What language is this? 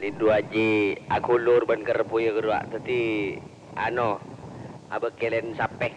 Madurese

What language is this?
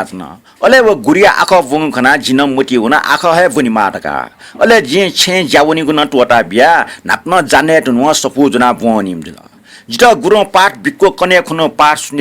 Newari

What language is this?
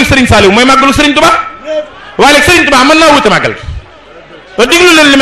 Wolof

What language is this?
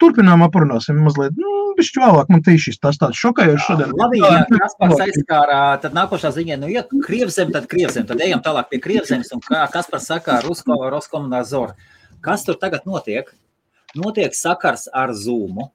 Latvian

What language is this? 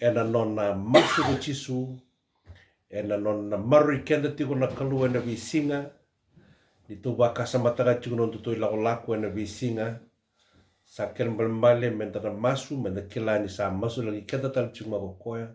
Fijian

